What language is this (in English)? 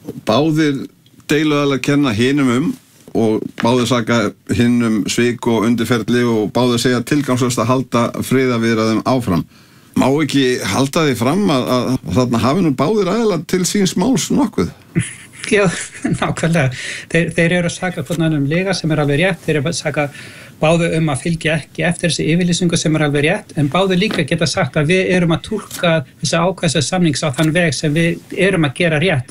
Icelandic